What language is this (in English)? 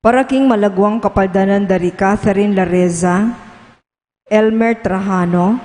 Pampanga